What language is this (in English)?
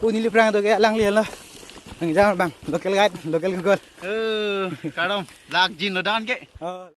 Karbi